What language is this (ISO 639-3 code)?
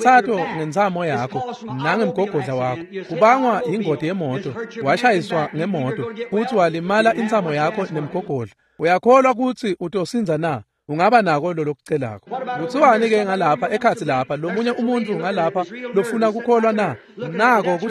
ssw